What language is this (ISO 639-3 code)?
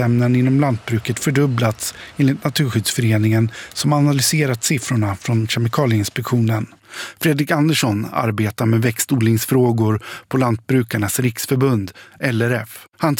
swe